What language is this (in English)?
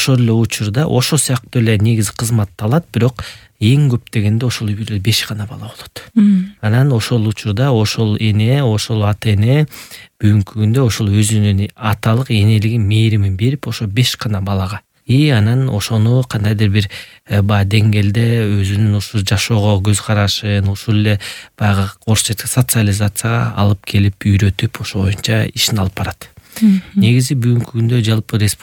Kyrgyz